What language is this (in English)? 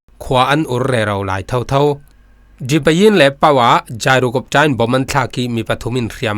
Falam Chin